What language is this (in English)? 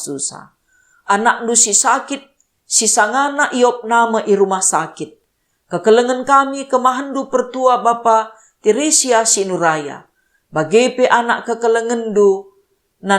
Batak Karo